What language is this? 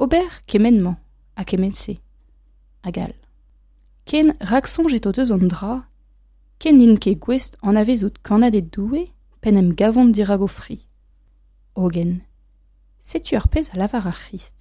Breton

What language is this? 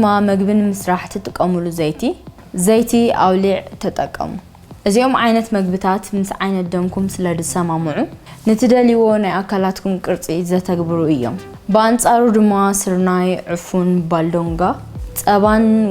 Tigrinya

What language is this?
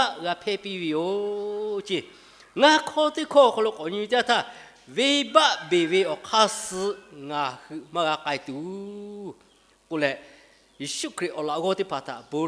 Lahu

